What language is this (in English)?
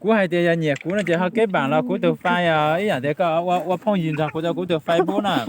Hmong